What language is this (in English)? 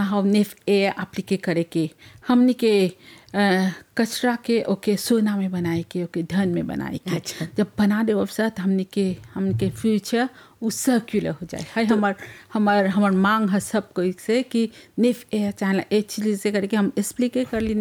Bhojpuri